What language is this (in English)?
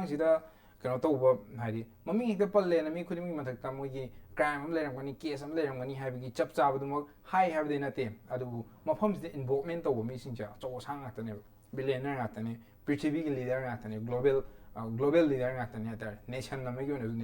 Manipuri